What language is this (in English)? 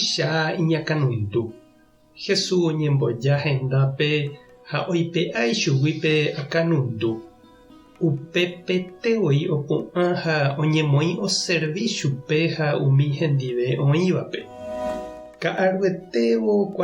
Guarani